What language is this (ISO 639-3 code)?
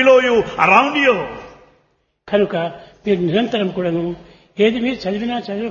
tel